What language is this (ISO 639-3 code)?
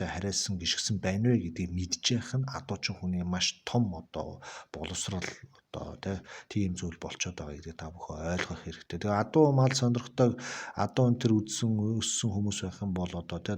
mon